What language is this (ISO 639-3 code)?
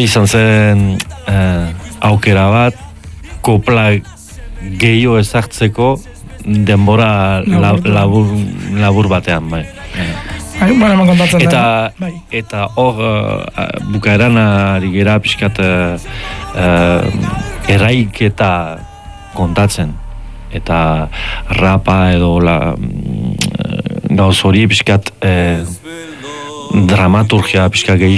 eus